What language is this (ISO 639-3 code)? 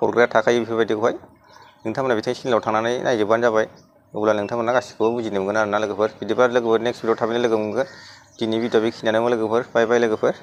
brx